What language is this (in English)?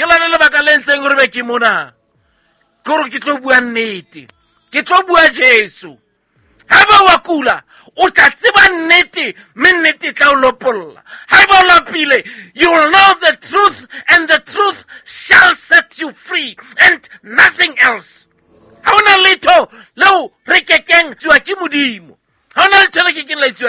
Southern Sotho